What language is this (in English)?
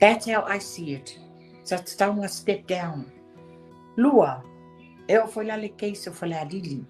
Samoan